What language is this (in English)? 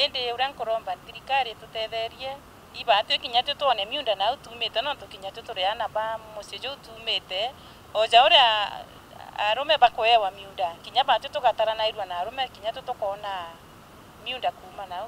Meru